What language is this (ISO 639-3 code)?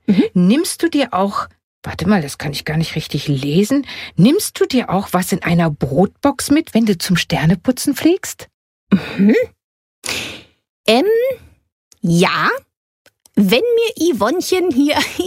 deu